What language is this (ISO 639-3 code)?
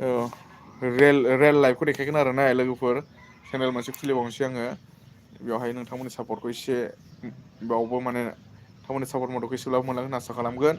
brx